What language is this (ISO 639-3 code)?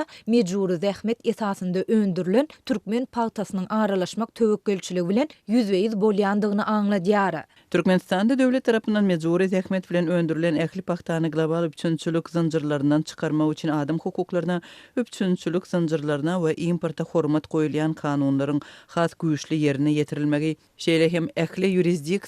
tuk